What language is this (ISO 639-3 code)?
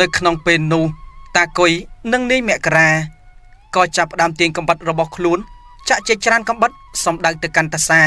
khm